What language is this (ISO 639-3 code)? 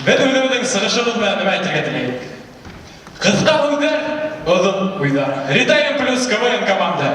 bak